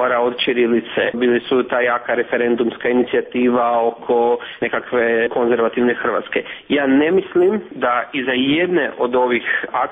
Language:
Croatian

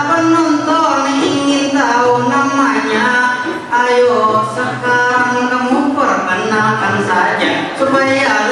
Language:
Banjar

